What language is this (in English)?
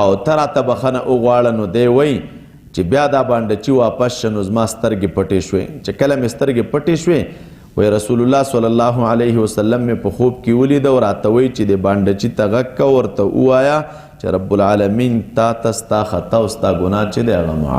Pashto